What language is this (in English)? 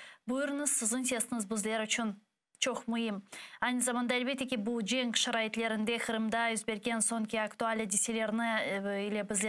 Crimean Tatar